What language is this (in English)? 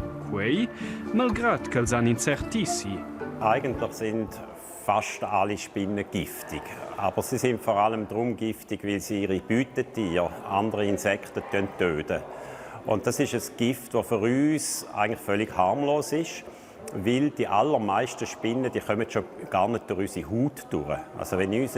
Romansh